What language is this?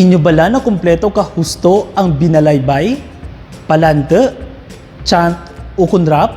Kinaray-a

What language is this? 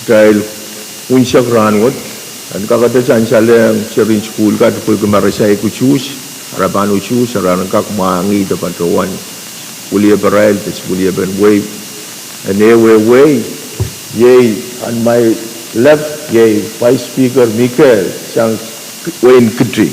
Pohnpeian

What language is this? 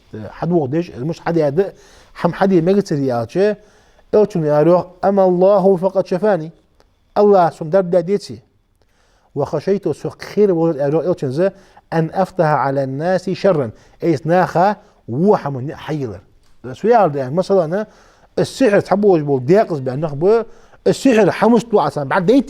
Ingush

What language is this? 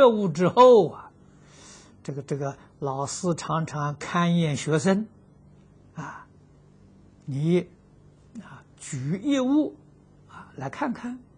Chinese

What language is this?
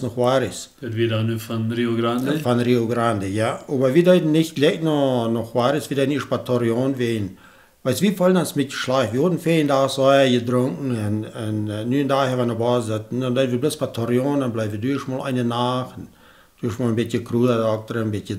Plautdietsch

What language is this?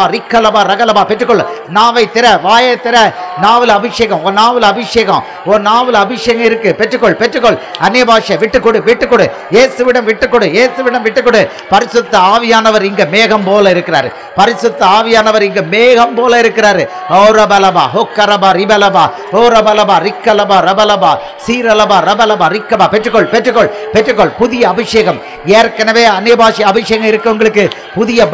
Tamil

